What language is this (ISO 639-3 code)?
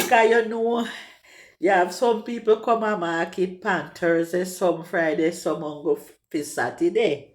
jam